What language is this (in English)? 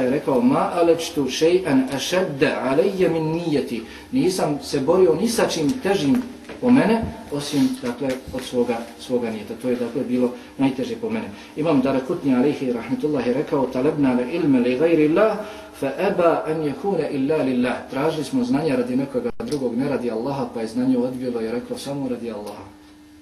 Bosnian